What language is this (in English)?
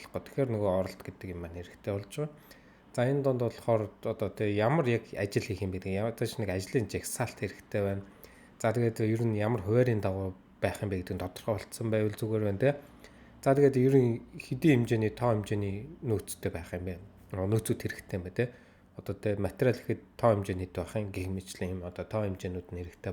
Mongolian